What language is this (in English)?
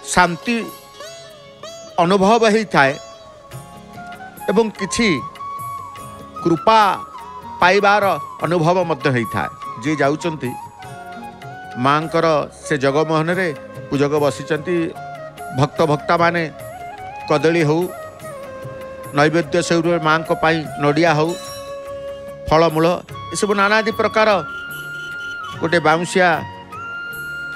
Odia